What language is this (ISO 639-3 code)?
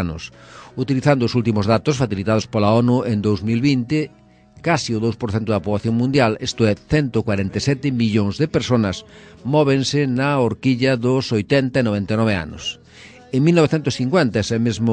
glg